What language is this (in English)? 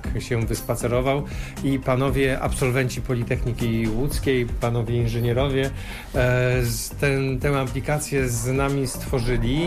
Polish